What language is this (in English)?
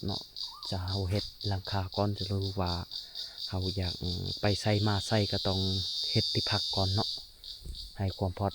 Lao